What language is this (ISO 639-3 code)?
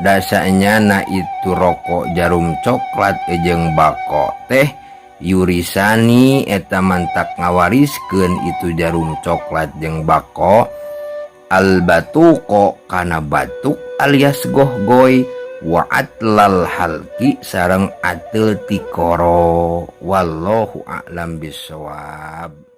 sun